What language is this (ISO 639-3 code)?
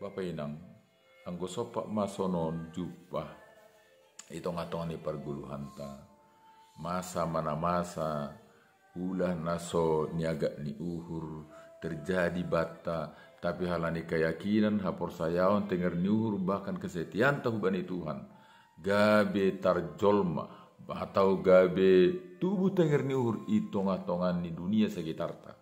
bts